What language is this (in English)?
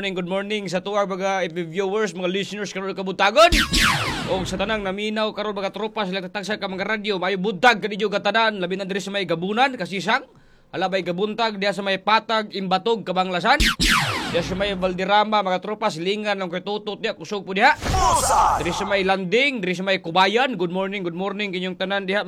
Cebuano